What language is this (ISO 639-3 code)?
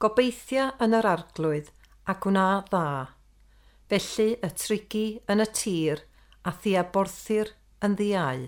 cym